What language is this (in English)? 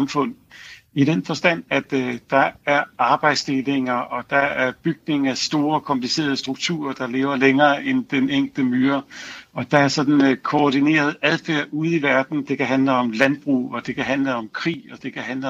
Danish